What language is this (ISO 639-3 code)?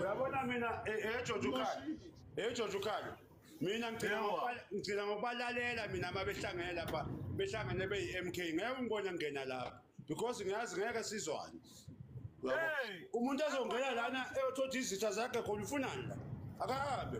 zul